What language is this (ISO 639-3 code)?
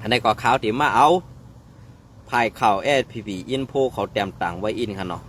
shn